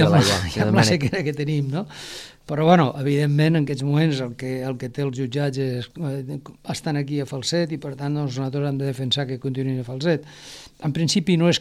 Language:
Catalan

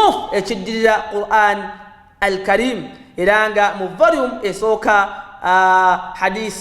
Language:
Ganda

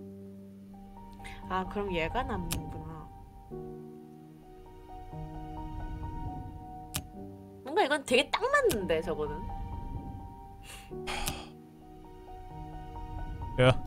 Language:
Korean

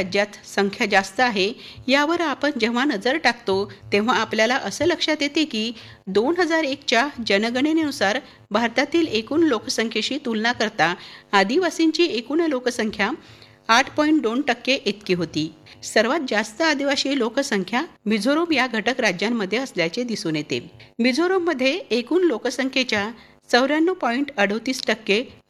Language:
Marathi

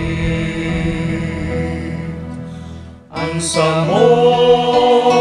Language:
Bikol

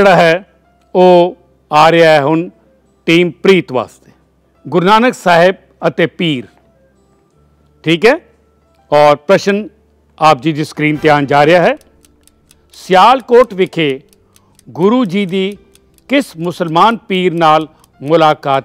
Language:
Punjabi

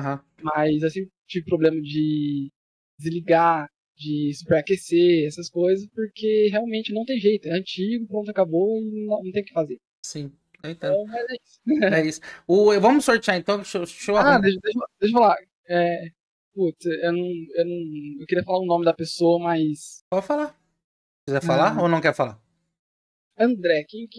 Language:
Portuguese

